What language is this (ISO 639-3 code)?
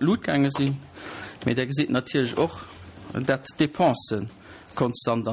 ltz